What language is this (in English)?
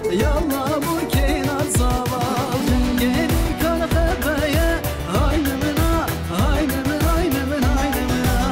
Kurdish